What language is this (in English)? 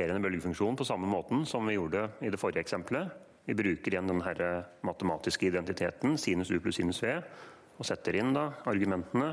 Norwegian